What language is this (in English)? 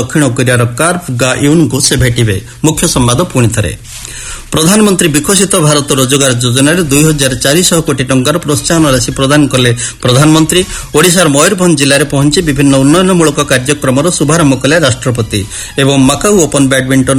Odia